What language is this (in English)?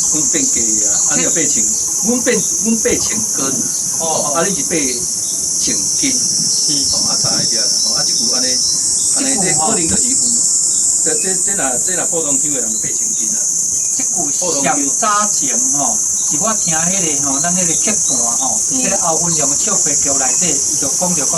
Min Nan Chinese